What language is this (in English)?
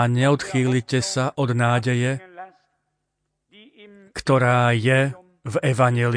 Slovak